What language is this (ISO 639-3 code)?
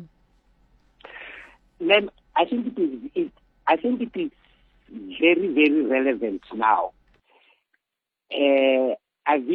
eng